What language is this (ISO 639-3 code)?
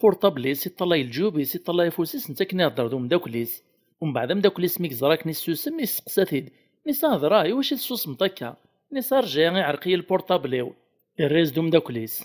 kab